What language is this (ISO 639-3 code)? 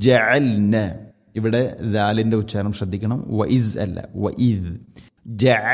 mal